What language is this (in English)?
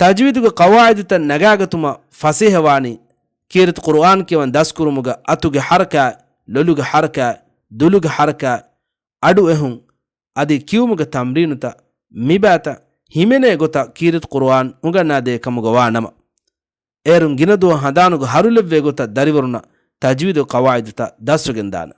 Divehi